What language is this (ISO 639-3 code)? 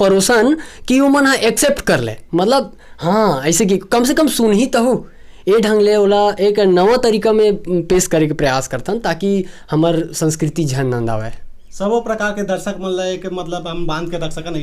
hne